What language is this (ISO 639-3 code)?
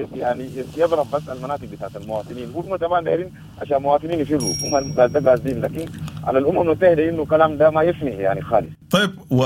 apd